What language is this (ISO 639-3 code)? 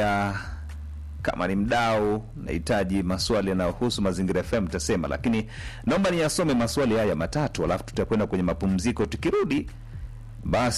swa